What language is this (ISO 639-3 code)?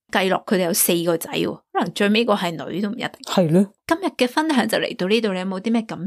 yue